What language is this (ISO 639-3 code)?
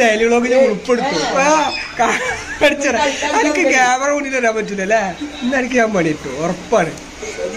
mal